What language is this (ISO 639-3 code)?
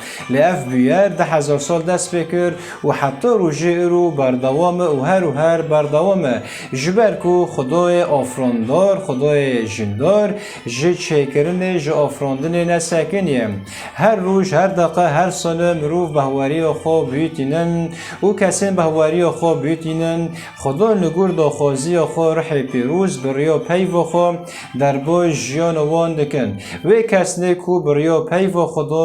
kur